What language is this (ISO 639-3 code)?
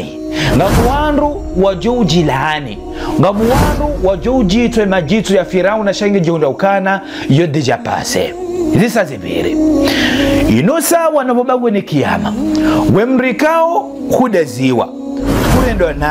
zdj